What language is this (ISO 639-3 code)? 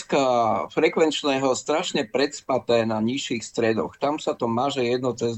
slk